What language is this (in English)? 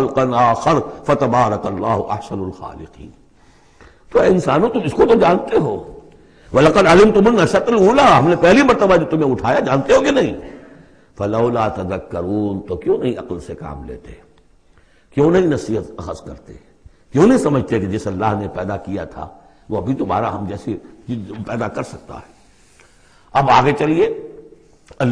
Urdu